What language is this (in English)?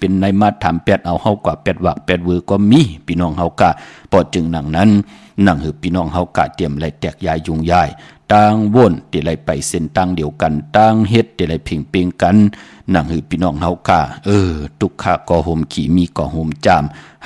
Shan